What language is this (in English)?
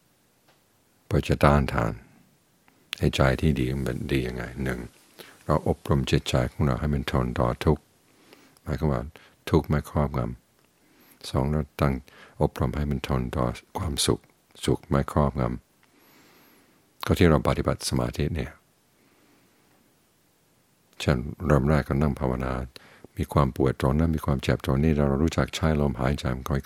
Thai